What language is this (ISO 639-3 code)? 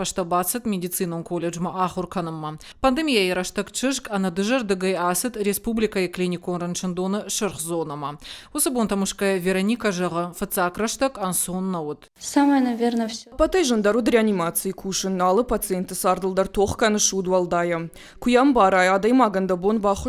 oss